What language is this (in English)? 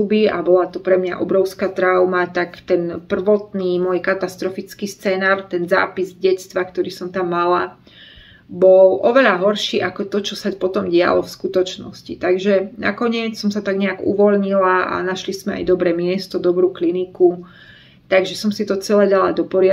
Slovak